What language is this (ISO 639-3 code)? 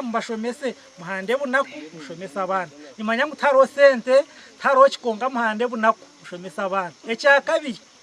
nyn